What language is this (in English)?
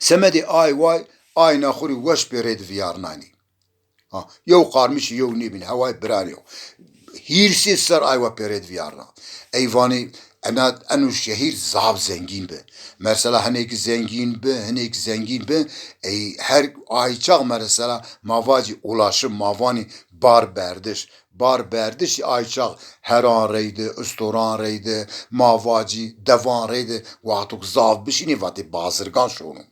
Zaza